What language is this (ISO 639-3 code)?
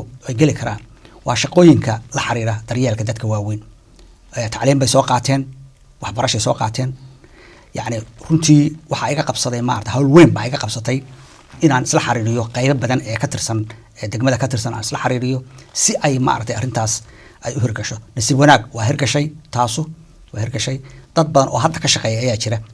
som